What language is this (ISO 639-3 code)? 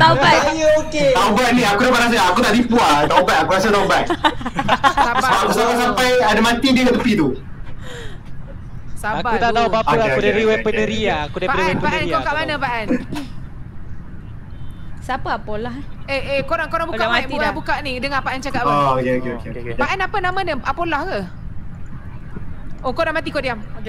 msa